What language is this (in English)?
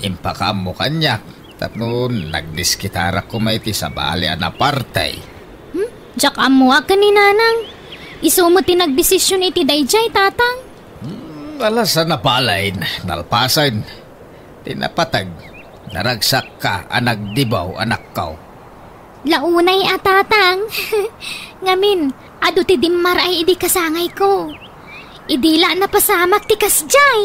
Iloko